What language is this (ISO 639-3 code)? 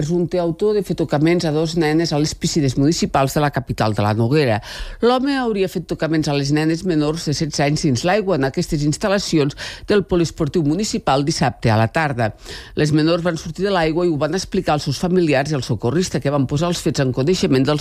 cat